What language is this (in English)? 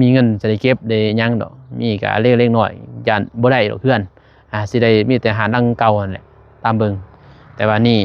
Lao